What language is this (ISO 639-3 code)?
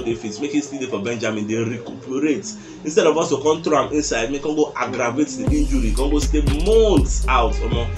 pcm